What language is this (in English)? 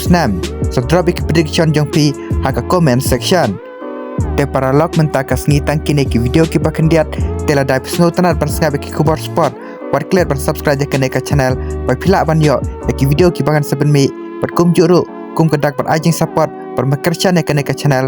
Khasi